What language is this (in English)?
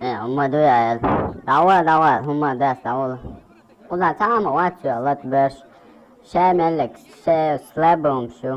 Chechen